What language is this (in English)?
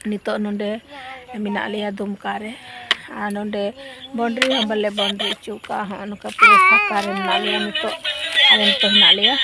Santali